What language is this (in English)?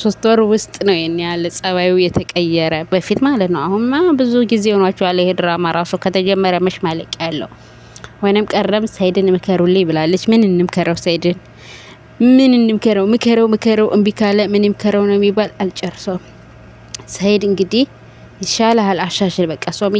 Amharic